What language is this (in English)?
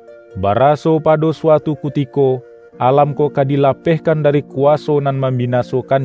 Minangkabau